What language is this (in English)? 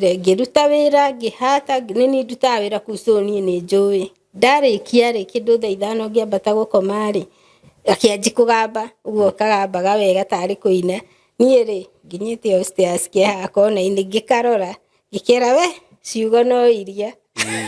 Kikuyu